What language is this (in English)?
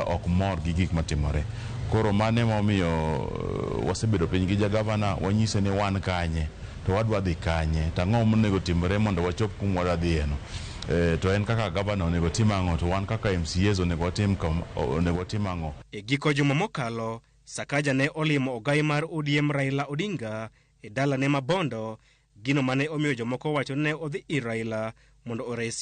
Luo (Kenya and Tanzania)